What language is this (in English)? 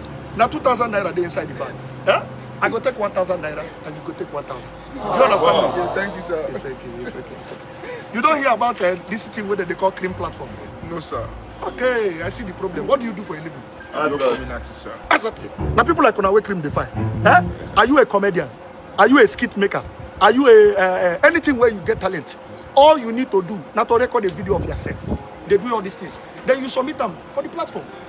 Nigerian Pidgin